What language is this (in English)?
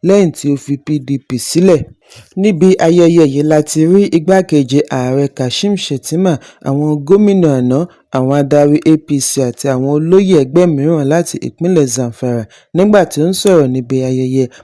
Yoruba